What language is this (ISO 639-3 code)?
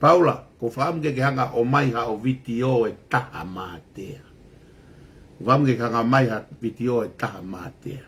ton